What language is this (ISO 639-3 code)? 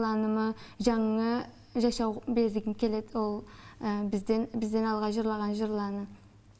krc